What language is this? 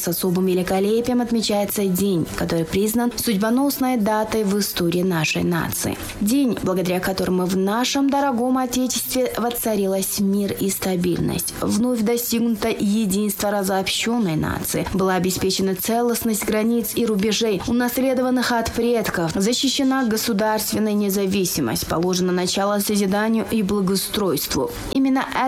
Russian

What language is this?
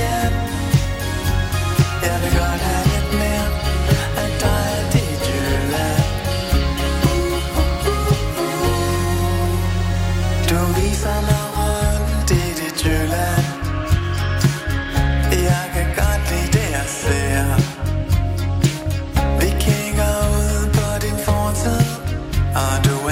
Danish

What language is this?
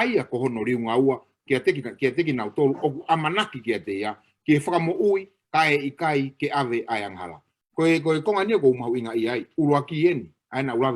Tongan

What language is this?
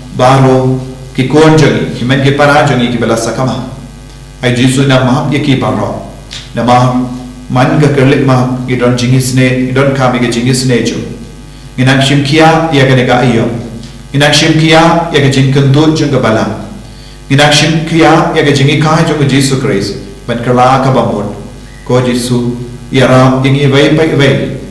Khasi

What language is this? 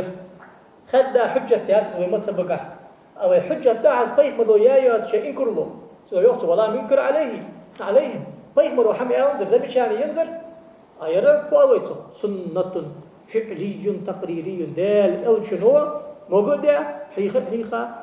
Ingush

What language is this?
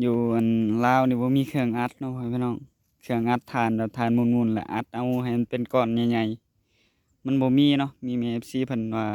Northeastern Thai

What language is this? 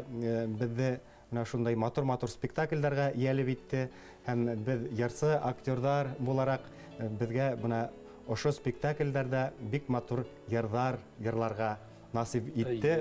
Bashkir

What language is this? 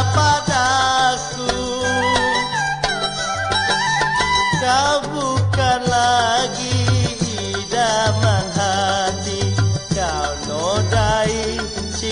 Malay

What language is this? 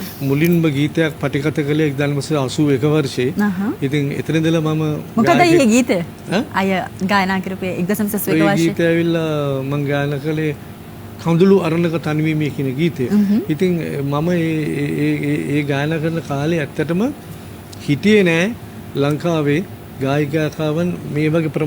Sinhala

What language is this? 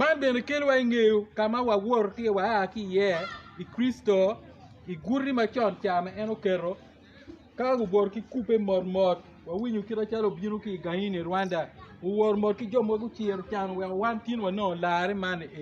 Acoli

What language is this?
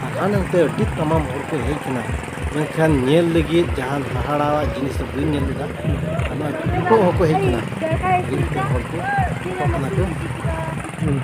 Santali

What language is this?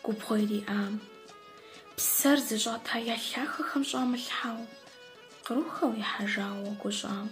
Kabardian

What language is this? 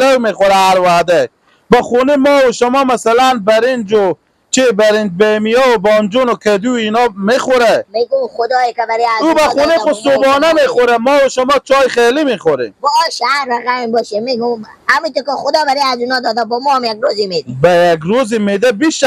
Persian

